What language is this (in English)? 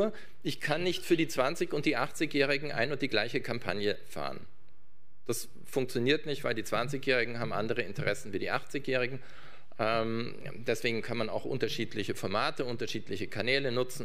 German